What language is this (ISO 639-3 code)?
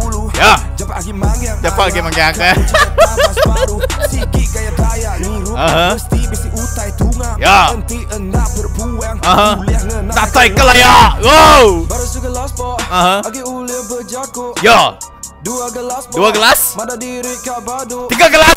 iba